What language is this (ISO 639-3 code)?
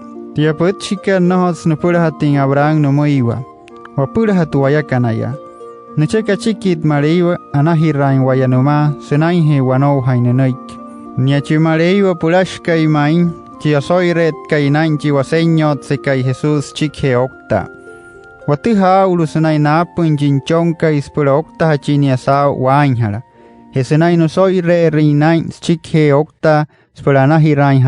guc